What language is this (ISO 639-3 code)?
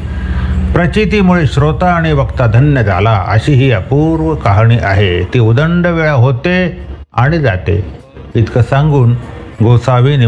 mar